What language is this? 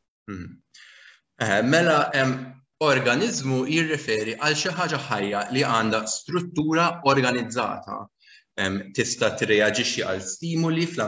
Maltese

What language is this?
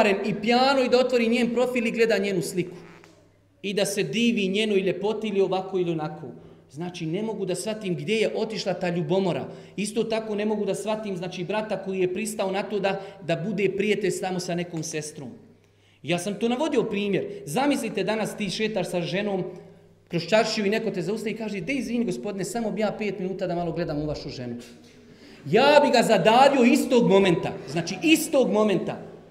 Bosnian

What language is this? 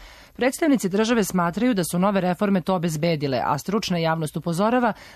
Serbian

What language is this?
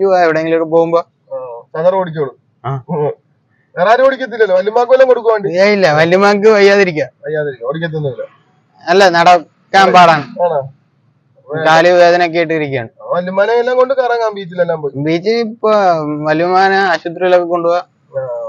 Malayalam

